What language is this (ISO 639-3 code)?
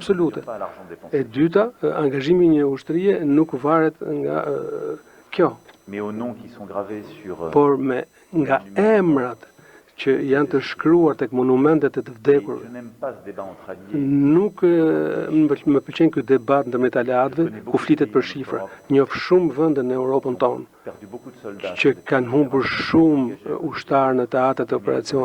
sqi